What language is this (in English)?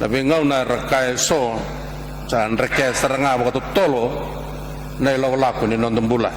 Fijian